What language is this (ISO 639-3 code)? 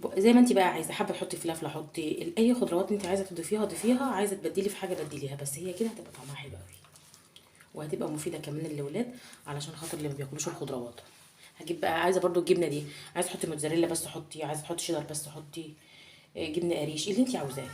arz